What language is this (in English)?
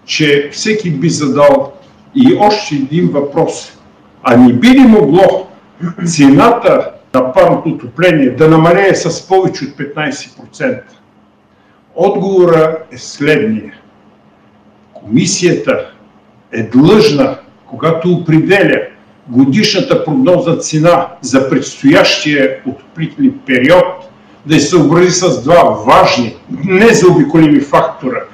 Bulgarian